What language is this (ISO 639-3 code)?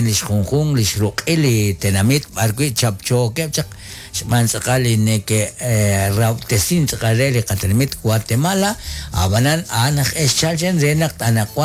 kek